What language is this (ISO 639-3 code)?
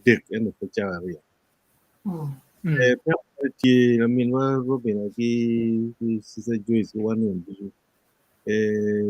ach